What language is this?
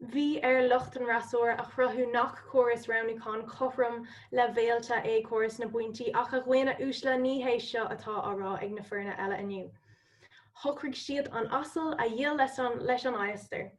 Irish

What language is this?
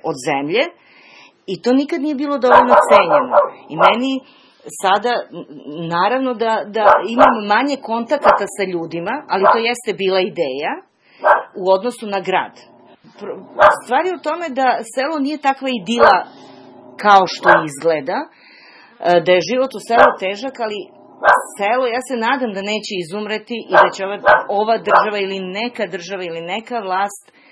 Serbian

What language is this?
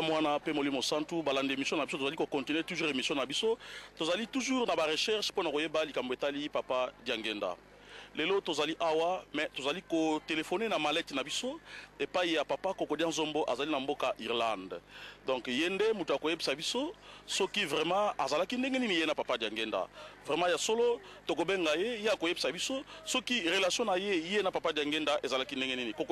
Lingala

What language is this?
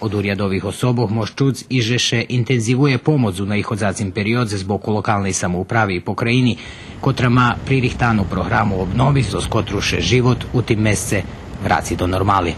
Rusyn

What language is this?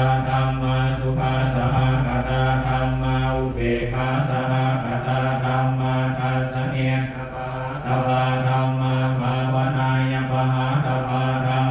Pali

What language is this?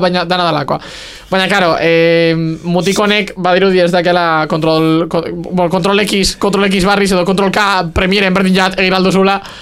Basque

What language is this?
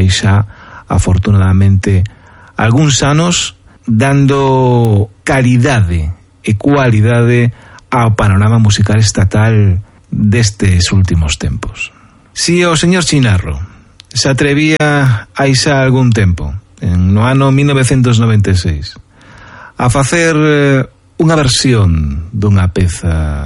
Galician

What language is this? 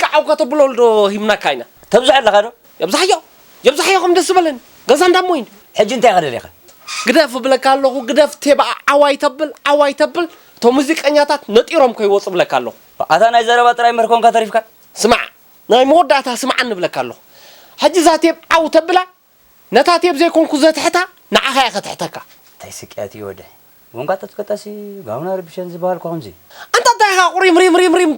Tigrinya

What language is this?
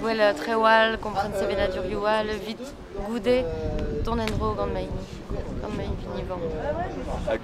Breton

